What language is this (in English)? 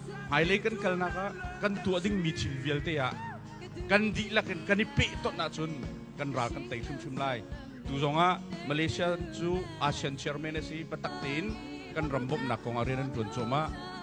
Hakha Chin